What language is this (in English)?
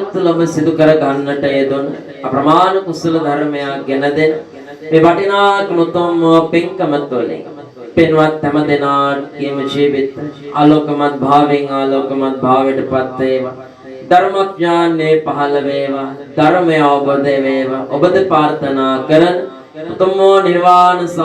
Sinhala